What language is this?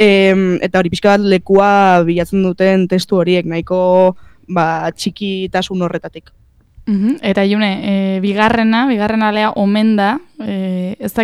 Basque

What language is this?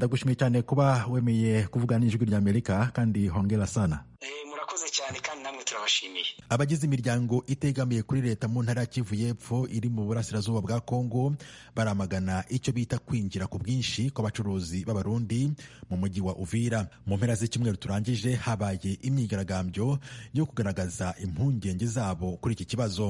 Kinyarwanda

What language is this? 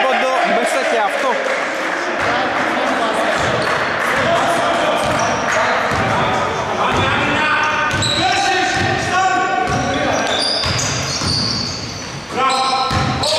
Greek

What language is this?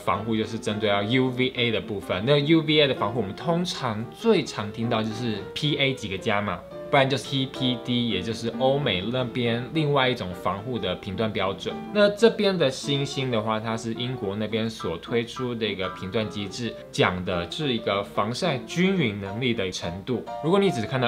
Chinese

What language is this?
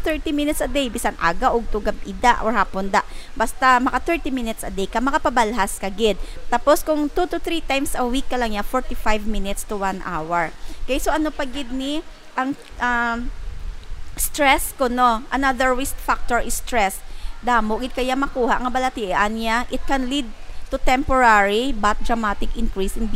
Hiligaynon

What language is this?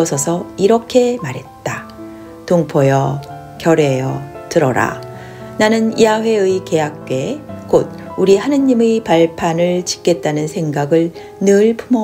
Korean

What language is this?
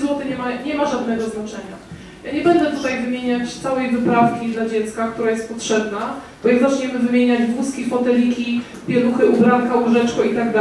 Polish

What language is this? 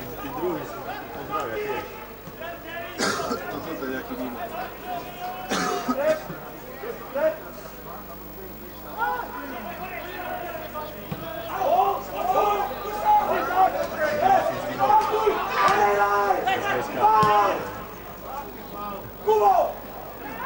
Slovak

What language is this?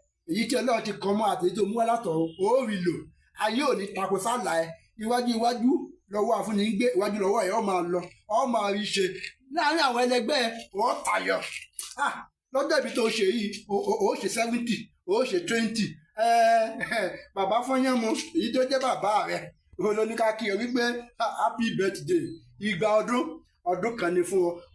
Yoruba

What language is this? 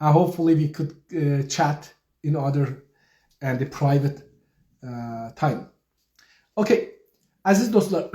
South Azerbaijani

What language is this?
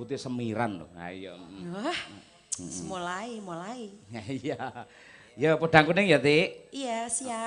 Javanese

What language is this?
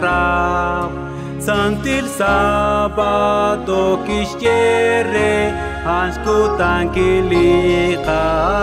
Kekchí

